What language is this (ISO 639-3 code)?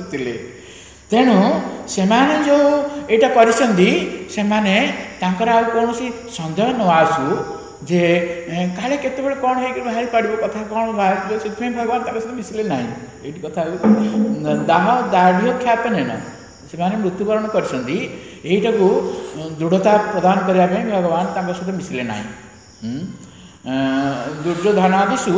ori